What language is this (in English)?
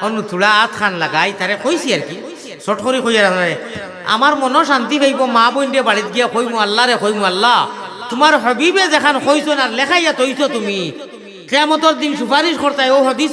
Sylheti